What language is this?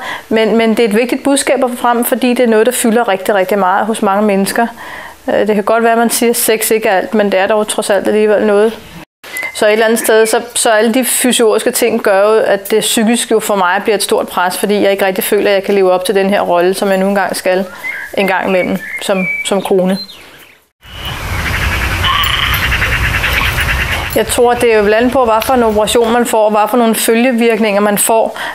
Danish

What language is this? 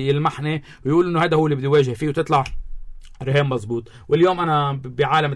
North Levantine Arabic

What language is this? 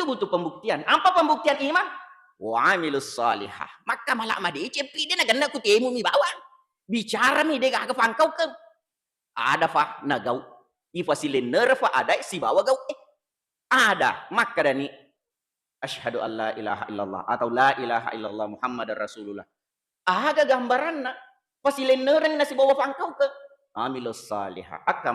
Buginese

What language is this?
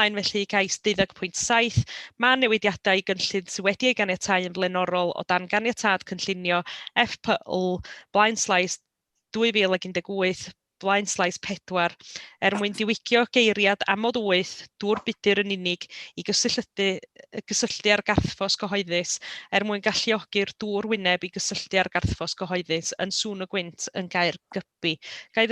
Welsh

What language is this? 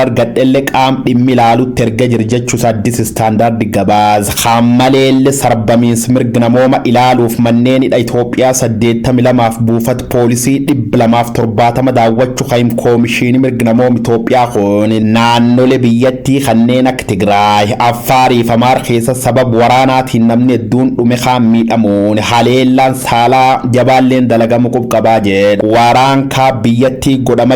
Oromo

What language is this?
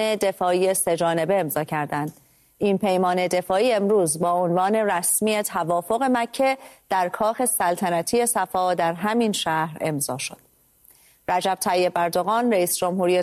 Persian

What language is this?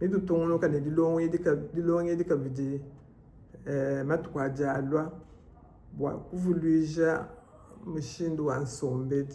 Luba-Lulua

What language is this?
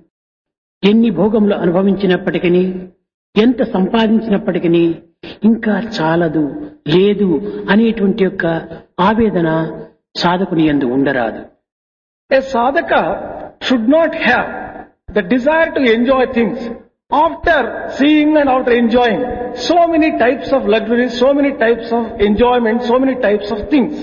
Telugu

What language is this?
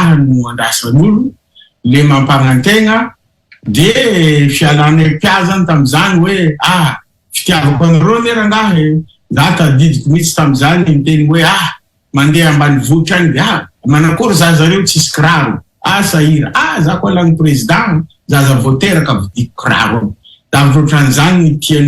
Malagasy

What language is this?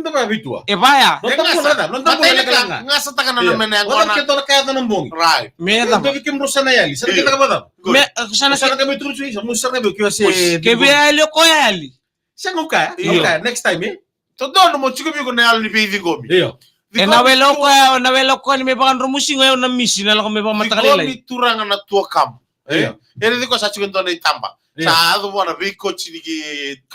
Fijian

